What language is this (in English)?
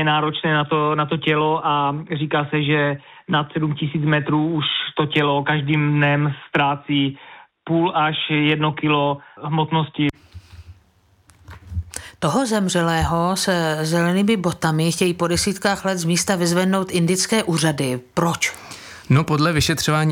Czech